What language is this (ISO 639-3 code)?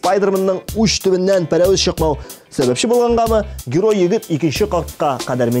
tat